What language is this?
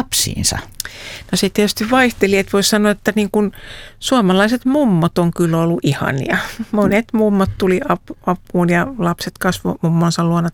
Finnish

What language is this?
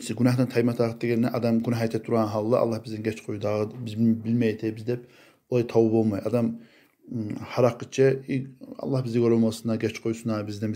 Kumyk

